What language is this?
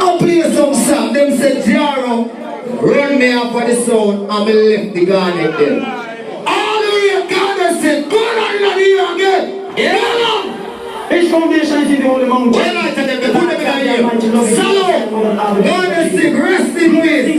Jamaican Creole English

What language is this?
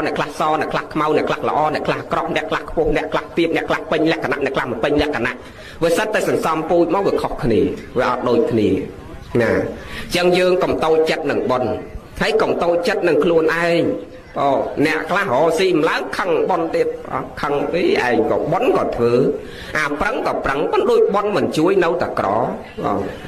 Khmer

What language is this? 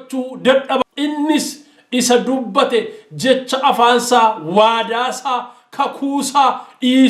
Oromo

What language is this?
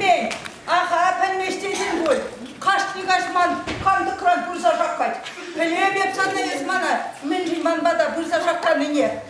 Chuvash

